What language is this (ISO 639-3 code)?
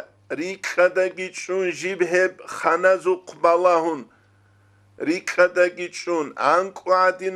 ava